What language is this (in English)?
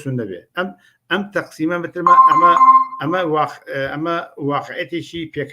Central Kurdish